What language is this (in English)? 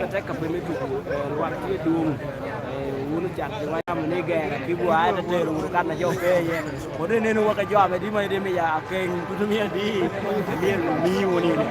Lango (Uganda)